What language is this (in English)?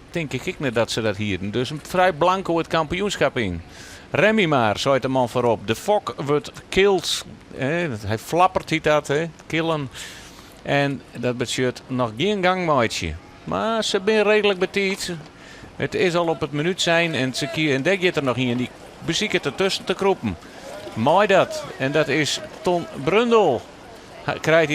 Western Frisian